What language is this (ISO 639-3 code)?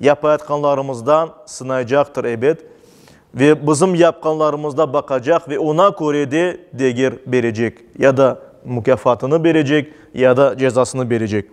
crh